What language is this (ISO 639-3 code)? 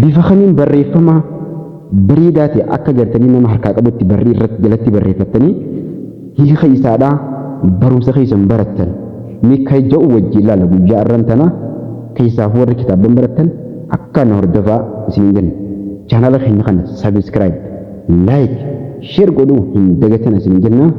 orm